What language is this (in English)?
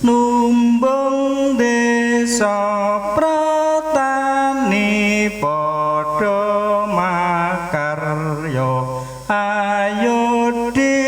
Javanese